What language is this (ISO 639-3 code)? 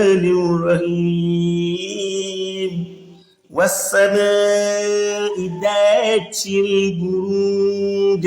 yor